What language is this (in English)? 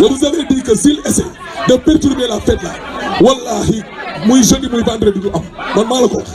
Wolof